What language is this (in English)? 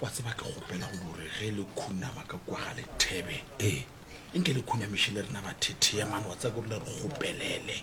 Northern Sotho